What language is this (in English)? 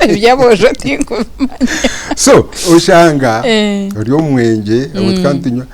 Nyankole